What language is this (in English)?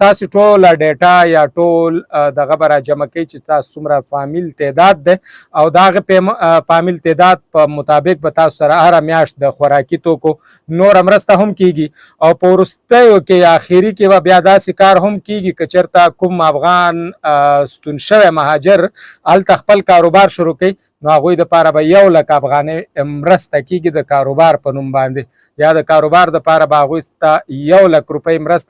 Pashto